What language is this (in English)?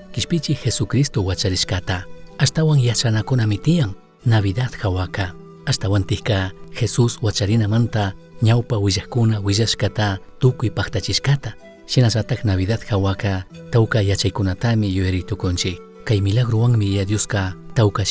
Chimborazo Highland Quichua